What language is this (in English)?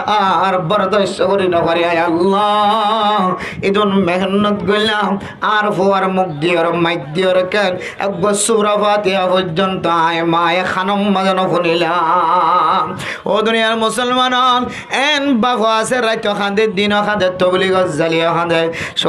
Rohingya